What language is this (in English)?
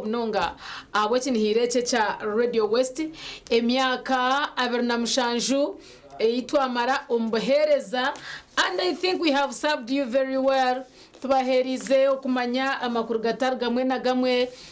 Nyankole